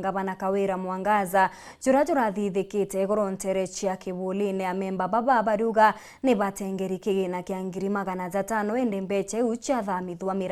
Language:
Meru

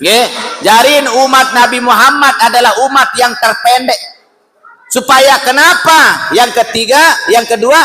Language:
Sasak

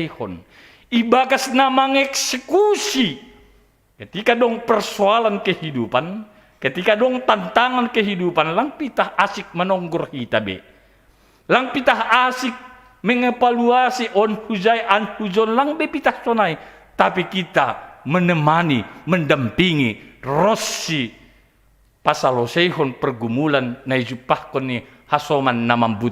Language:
Batak Simalungun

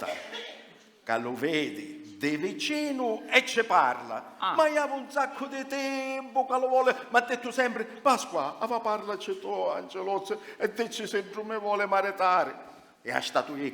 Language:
Sicilian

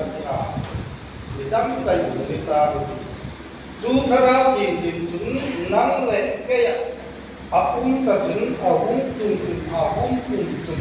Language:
Hmar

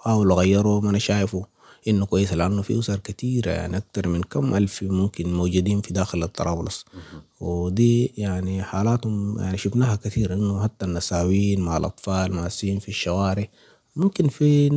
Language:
Sudanese Arabic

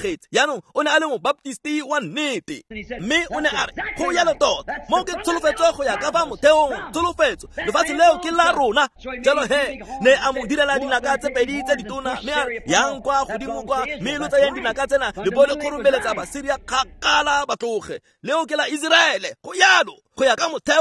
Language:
Tswana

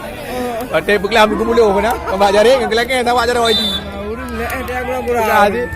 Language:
Achinese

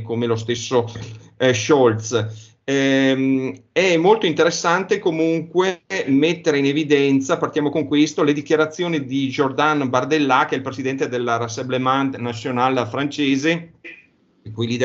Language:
Italian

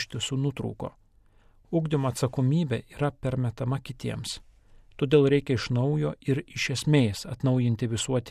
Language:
Lithuanian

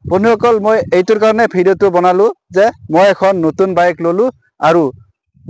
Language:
Assamese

